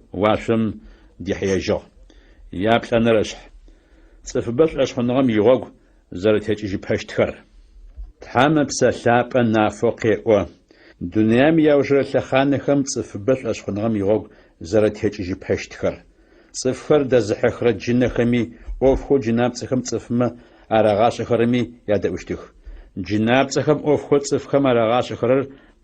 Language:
Adyghe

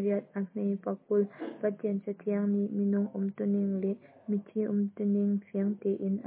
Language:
Hakha Chin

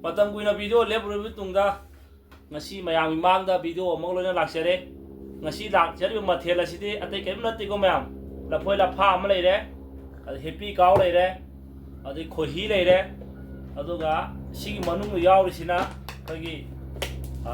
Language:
Manipuri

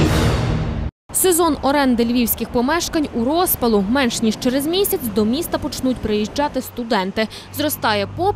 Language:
Ukrainian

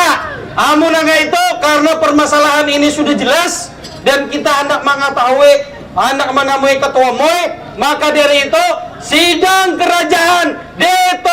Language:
Banjar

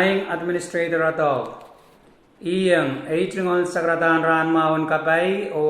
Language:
Pohnpeian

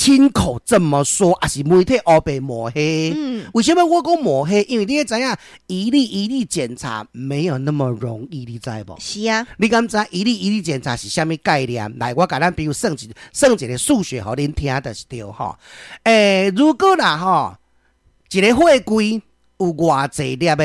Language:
Min Nan Chinese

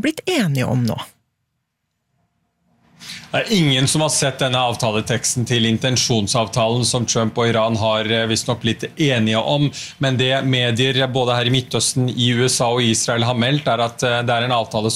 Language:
Norwegian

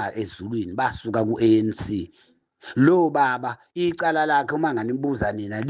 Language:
Zulu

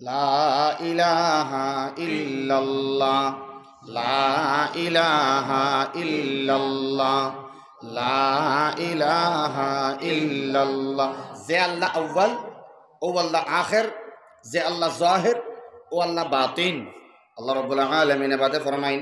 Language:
Sylheti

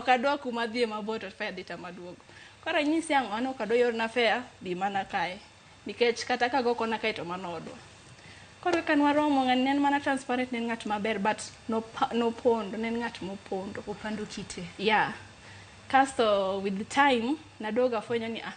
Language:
Luo (Kenya and Tanzania)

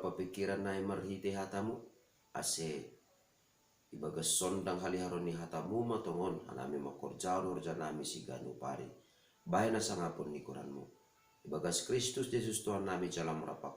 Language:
Batak Simalungun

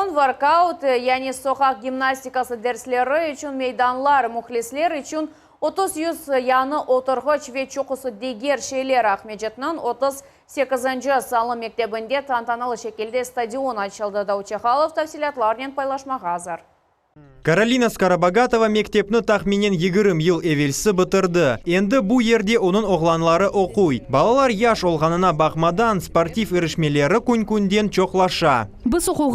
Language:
Crimean Tatar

